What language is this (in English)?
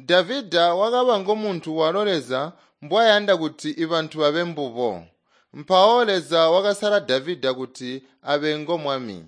Tonga (Zambia)